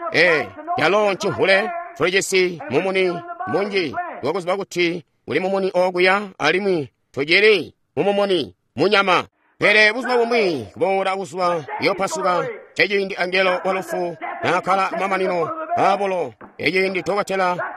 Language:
Tonga (Zambia)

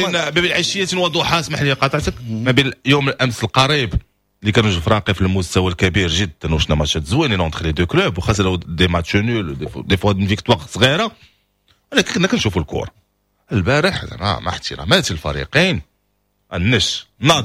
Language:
Moroccan Arabic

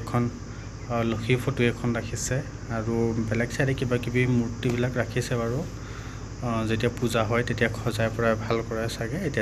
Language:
Assamese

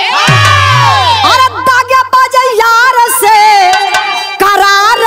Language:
Bhojpuri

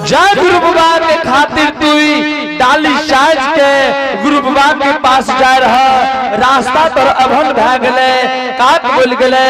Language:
Angika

